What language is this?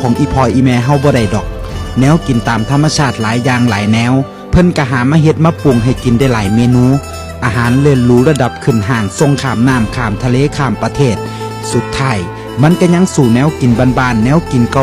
Northeastern Thai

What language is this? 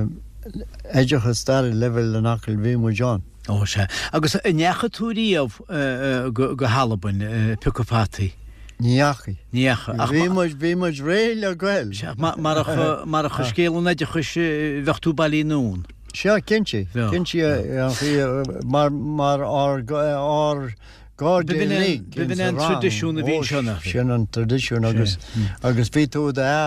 Irish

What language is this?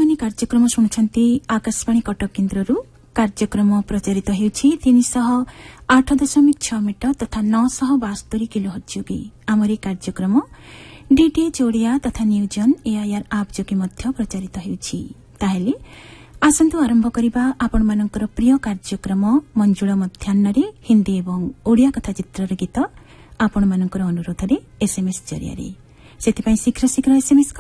Odia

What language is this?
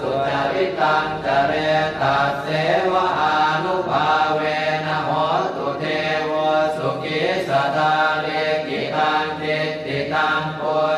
Pali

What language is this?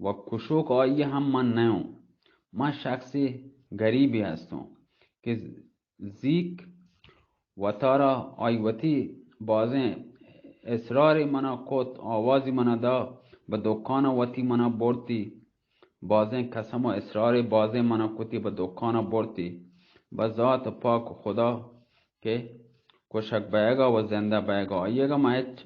Baluchi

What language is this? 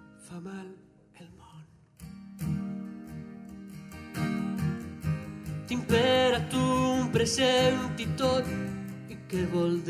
Catalan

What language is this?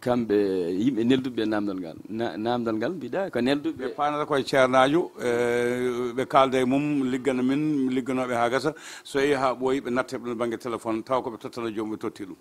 Fula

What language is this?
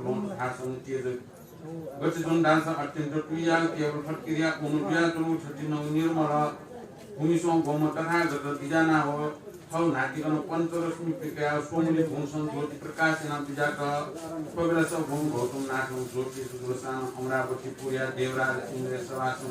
Newari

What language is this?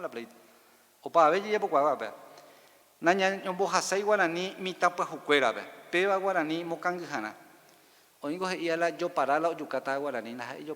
Guarani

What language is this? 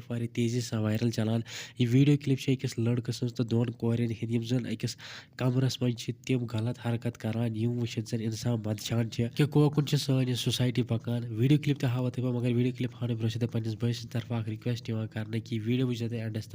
Kashmiri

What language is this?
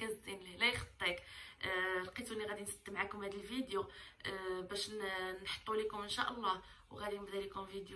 Moroccan Arabic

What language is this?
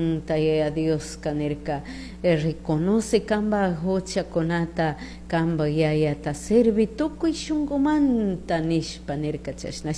Chimborazo Highland Quichua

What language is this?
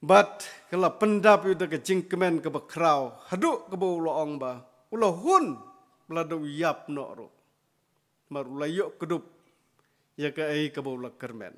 Khasi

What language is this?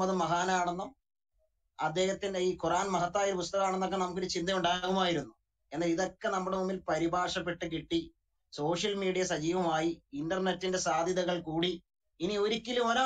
Malayalam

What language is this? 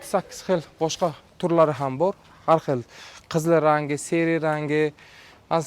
Uzbek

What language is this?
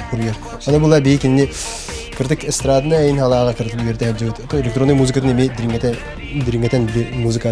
Yakut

